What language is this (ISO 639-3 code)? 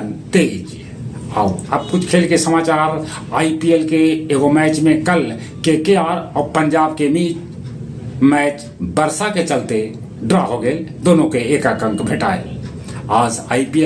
mag